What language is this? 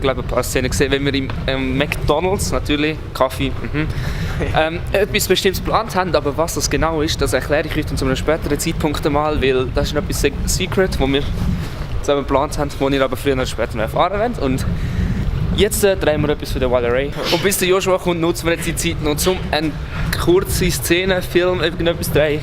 Swiss German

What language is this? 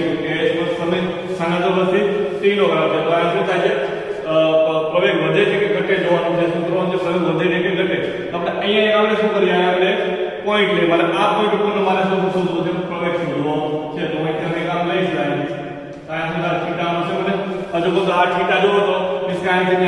Gujarati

